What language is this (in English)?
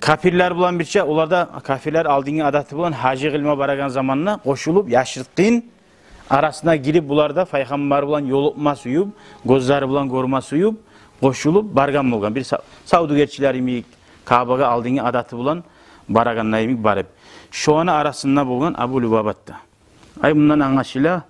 Kumyk